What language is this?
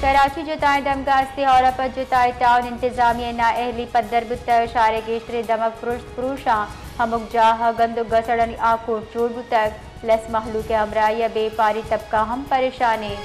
Baluchi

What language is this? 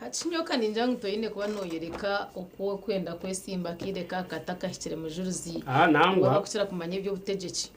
Nyankole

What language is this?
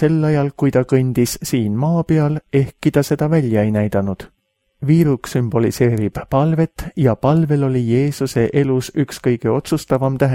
Estonian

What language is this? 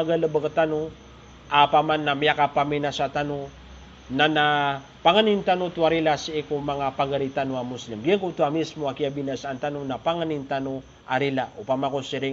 Maranao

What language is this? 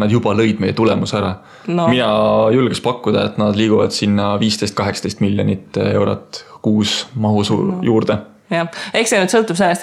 Estonian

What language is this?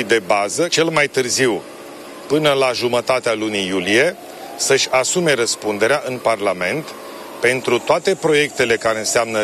Romanian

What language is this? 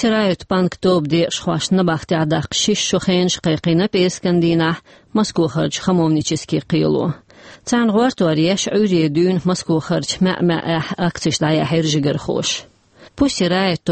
Chechen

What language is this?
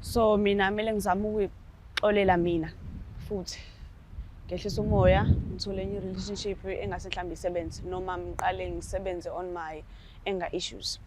Zulu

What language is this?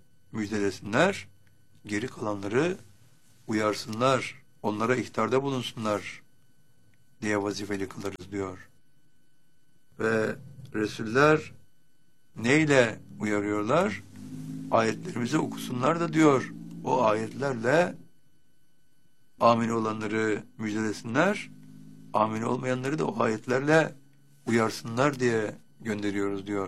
Turkish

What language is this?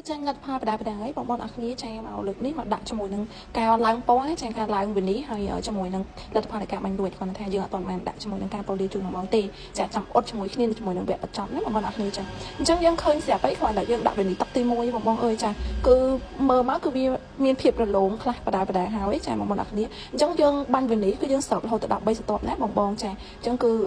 Khmer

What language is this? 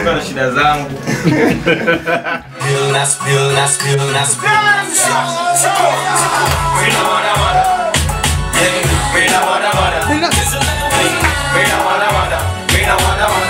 Swahili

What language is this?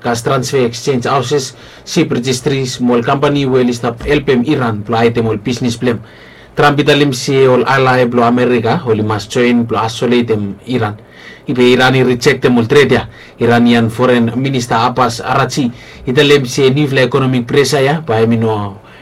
Bislama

